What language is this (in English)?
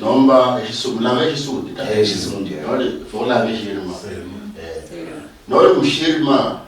Luyia